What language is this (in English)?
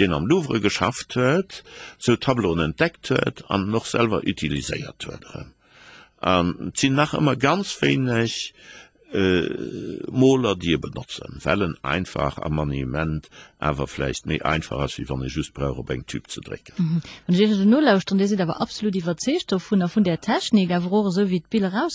Luxembourgish